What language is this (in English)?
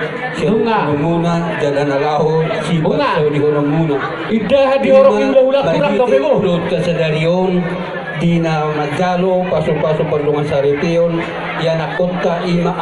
Batak Toba